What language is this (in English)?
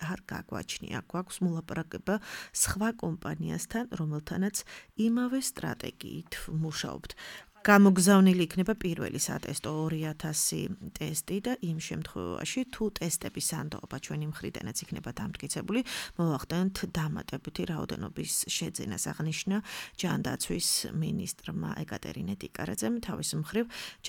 Georgian